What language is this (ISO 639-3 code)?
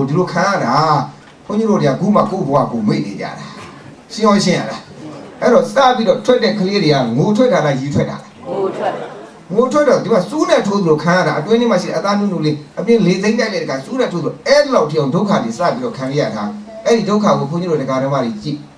mya